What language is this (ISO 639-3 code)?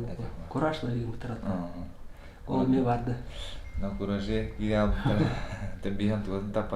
sah